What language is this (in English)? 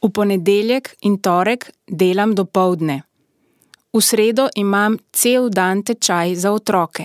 Slovenian